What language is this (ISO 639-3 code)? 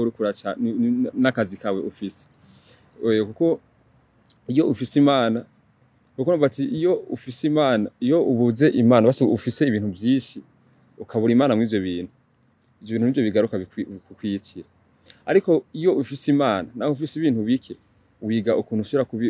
run